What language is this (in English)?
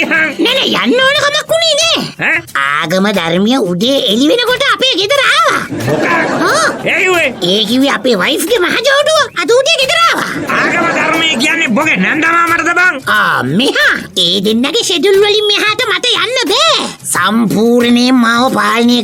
Sinhala